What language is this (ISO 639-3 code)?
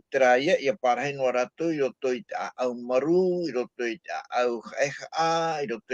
tah